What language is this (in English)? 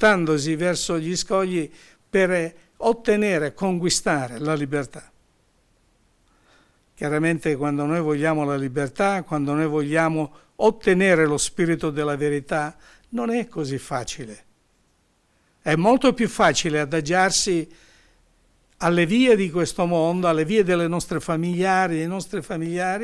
Italian